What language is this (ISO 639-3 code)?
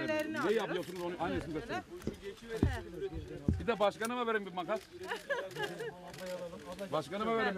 tur